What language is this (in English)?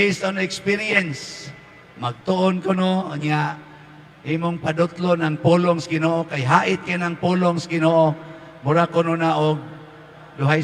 Cebuano